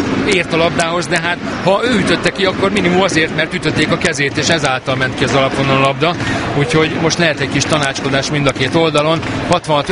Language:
Hungarian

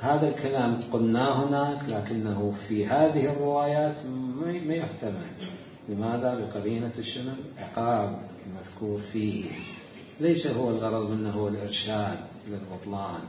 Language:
Mesopotamian Arabic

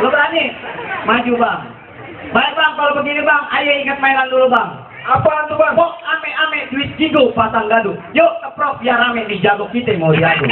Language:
Betawi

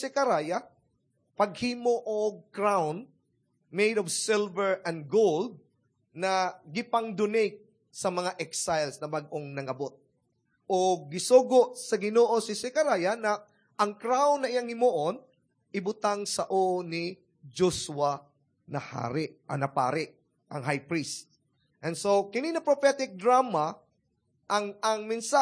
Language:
Cebuano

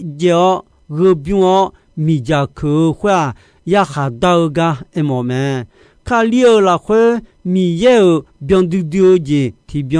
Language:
Akha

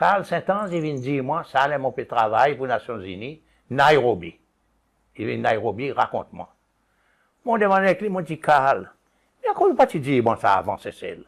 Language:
Seselwa Creole French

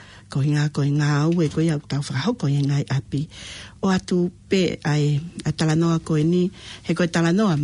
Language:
Tongan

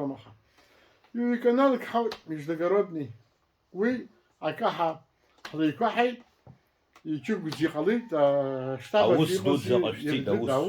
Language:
Abkhazian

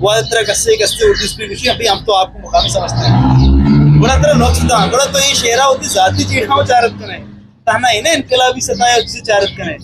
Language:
Eastern Balochi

